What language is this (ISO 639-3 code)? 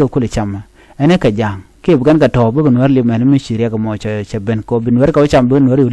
nus